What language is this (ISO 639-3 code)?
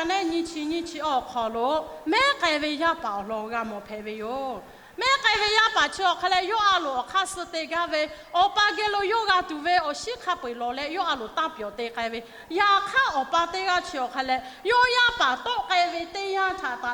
lhu